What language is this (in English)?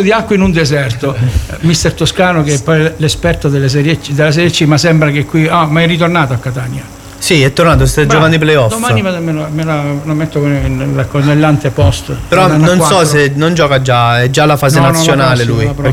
Italian